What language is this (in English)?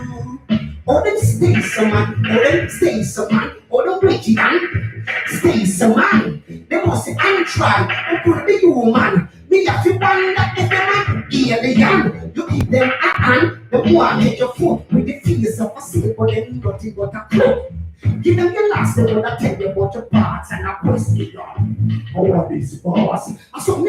Jamaican Creole English